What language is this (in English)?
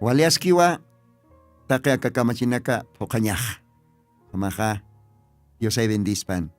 Aymara